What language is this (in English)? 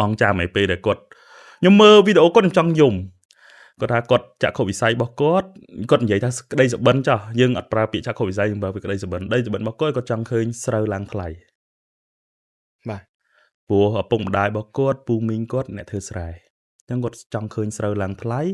Khmer